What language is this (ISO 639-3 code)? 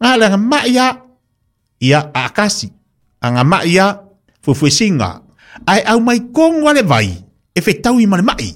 smo